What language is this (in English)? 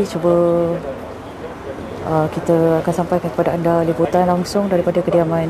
Malay